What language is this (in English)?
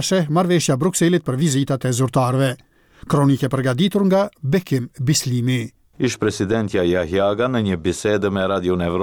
Albanian